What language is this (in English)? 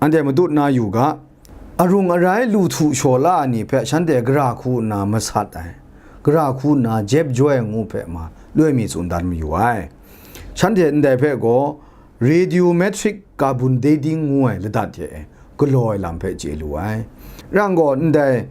Kachin